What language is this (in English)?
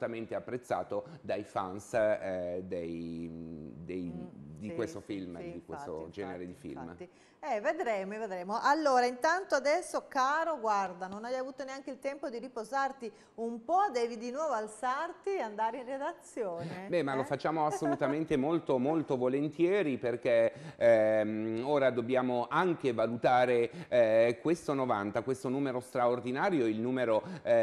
Italian